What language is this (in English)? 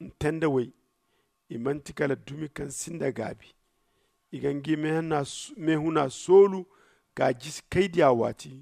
Zarma